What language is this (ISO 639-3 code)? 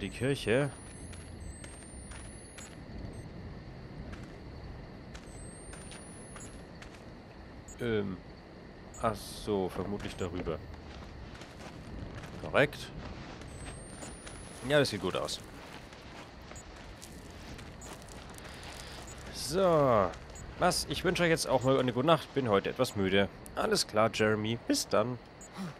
deu